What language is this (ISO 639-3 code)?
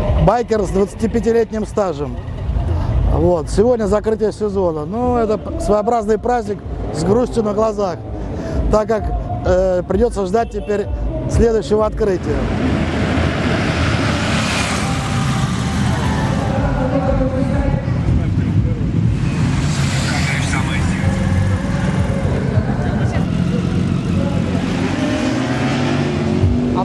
rus